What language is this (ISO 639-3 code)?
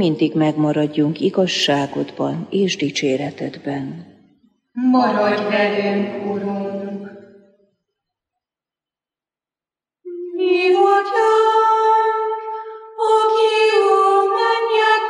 hun